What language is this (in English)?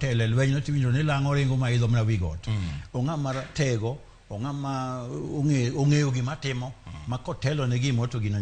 Luo (Kenya and Tanzania)